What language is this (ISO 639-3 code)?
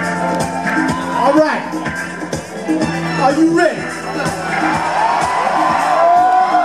eng